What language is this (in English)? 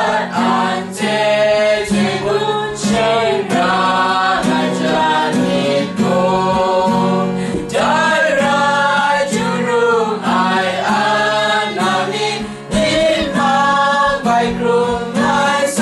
Kachin